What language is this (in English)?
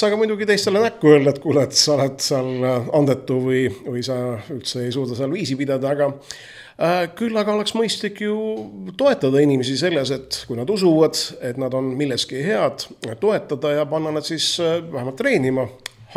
Estonian